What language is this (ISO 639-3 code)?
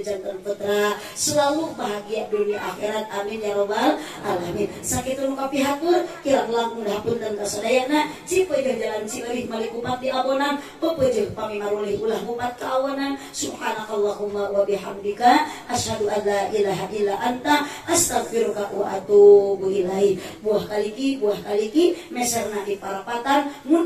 sun